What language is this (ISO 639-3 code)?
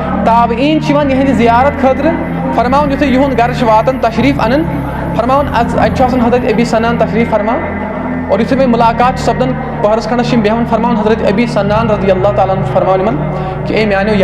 kas